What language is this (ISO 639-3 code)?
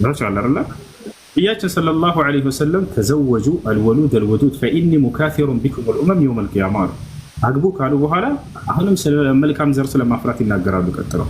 amh